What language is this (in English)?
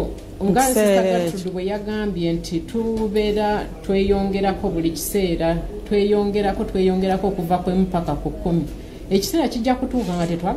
Ganda